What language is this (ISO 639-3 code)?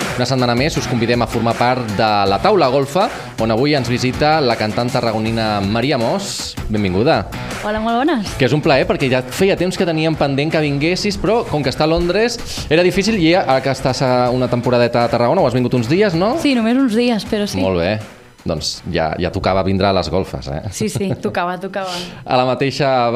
cat